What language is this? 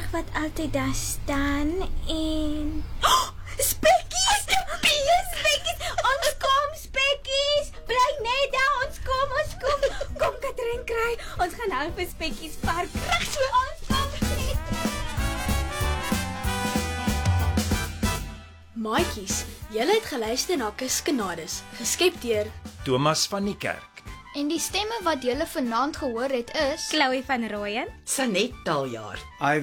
Afrikaans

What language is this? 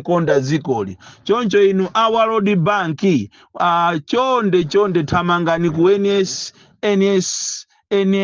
Nyanja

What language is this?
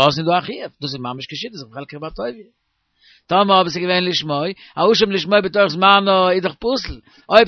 Yiddish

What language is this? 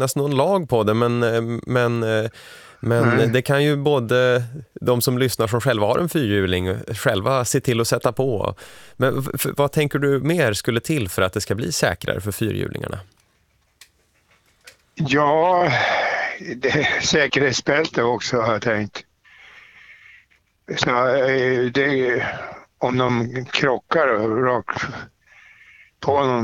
Swedish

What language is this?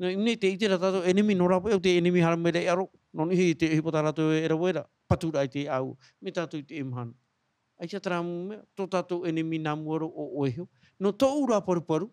Tahitian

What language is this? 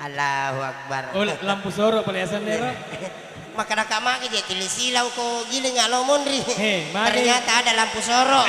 Buginese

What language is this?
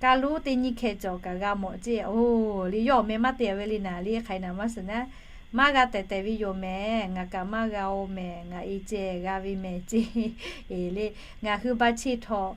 Lahu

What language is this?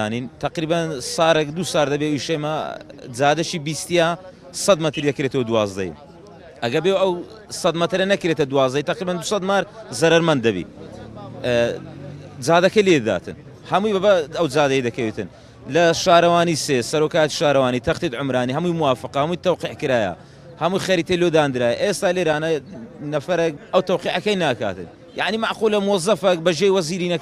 Central Kurdish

